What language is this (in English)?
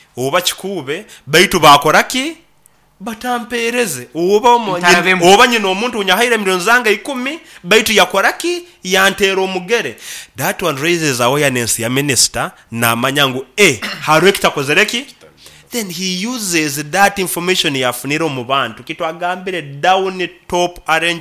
Nyoro